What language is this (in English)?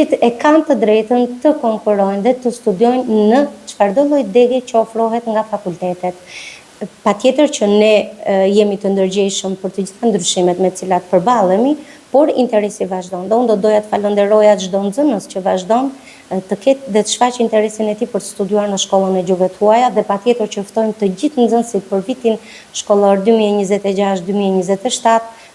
Albanian